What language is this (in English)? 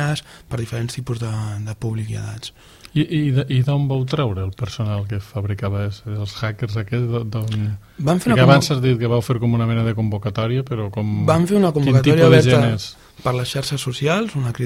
Catalan